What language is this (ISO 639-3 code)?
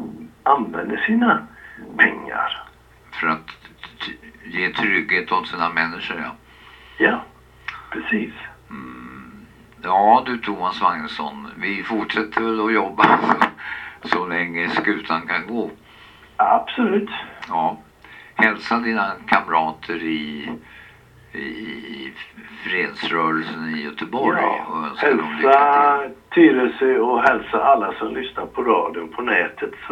swe